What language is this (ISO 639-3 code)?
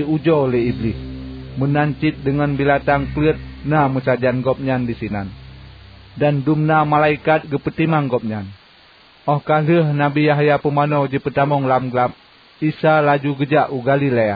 ace